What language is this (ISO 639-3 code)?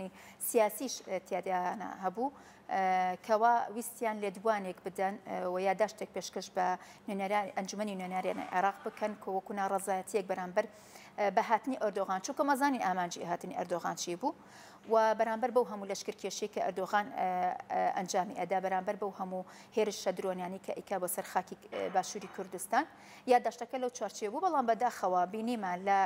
ckb